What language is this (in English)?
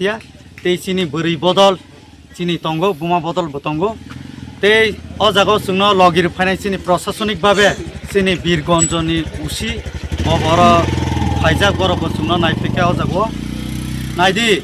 Kok Borok